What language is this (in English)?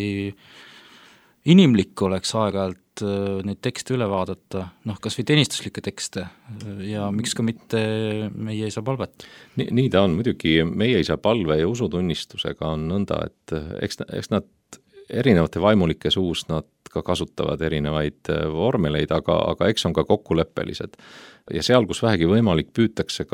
Estonian